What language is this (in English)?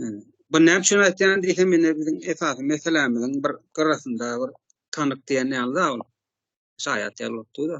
Turkmen